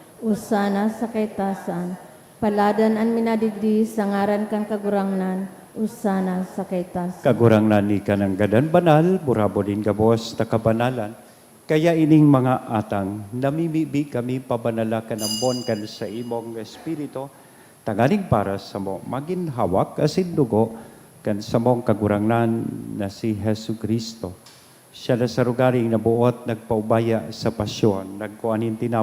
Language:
Bikol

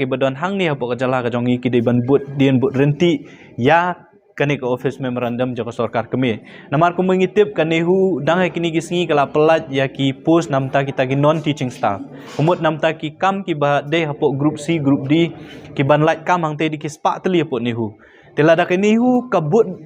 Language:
Khasi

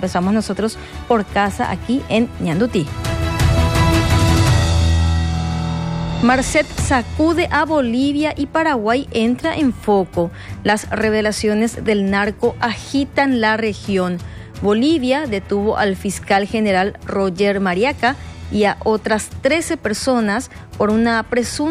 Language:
Spanish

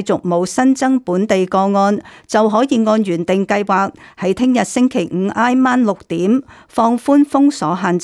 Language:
Cantonese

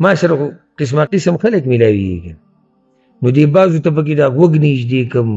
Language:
Pashto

